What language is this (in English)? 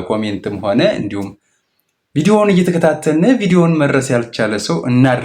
Amharic